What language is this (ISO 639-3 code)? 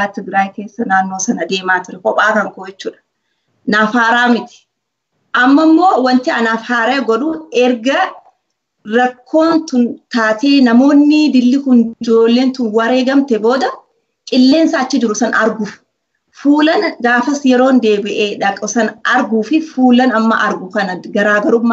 orm